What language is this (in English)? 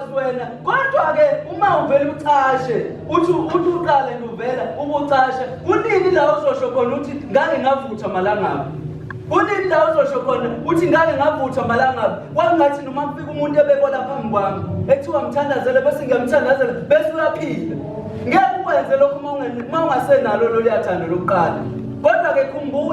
Zulu